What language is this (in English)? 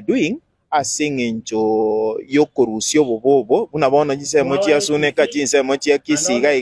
Gusii